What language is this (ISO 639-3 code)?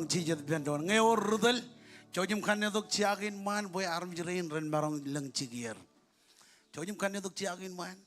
mah